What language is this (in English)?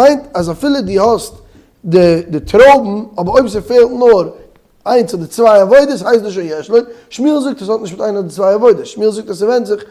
Yiddish